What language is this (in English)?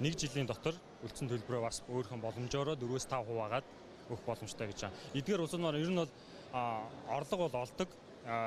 Mongolian